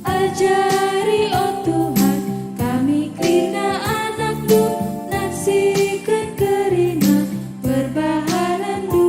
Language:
Batak Karo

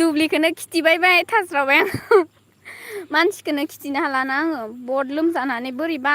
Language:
Bodo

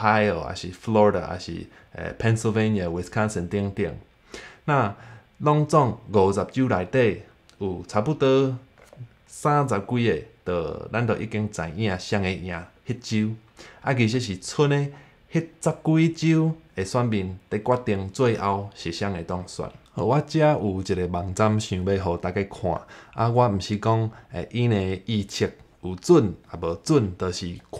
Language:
Min Nan Chinese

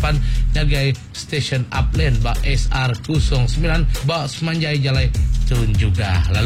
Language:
Iban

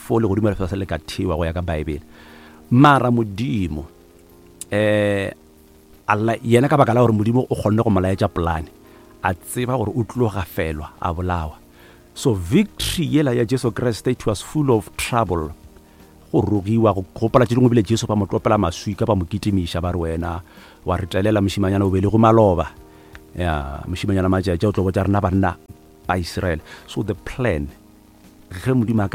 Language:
Northern Sotho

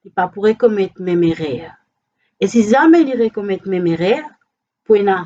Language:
Morisyen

